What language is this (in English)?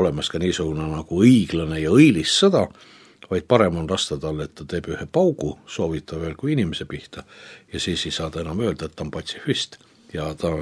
Estonian